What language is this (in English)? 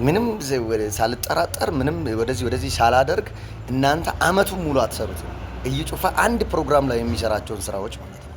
Amharic